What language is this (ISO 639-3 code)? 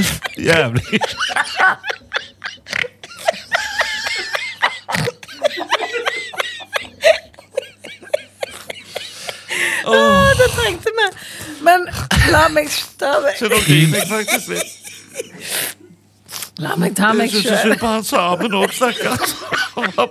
nor